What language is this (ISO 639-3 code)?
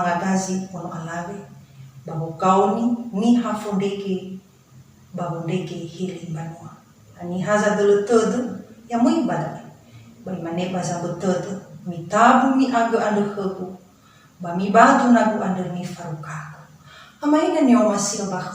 nia